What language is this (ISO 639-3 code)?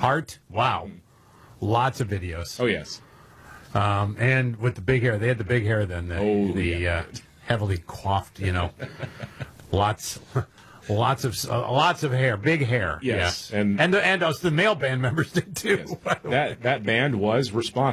eng